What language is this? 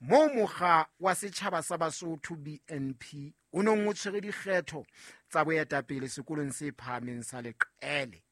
Southern Sotho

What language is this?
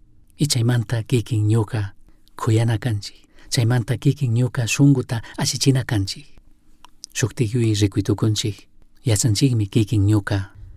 Chimborazo Highland Quichua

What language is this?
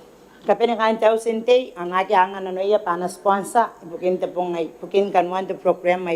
Gilbertese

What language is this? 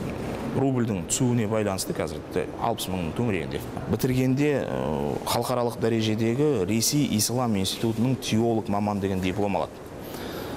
Kazakh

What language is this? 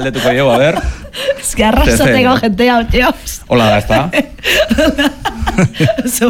Basque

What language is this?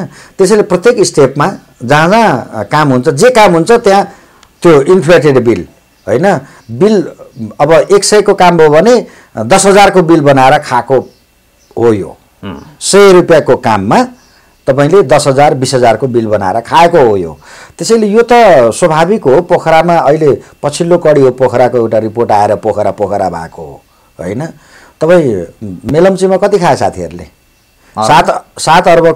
Nepali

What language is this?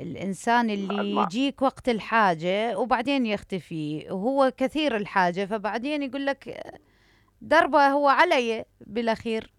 Mesopotamian Arabic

